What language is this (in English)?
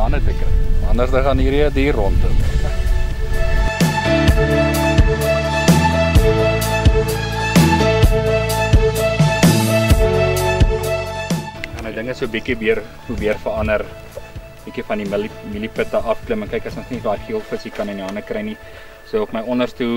Afrikaans